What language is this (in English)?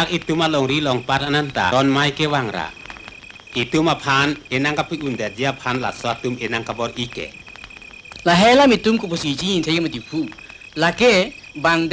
Karbi